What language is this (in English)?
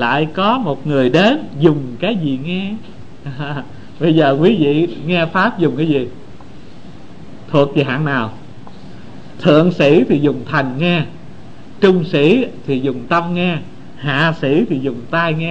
Vietnamese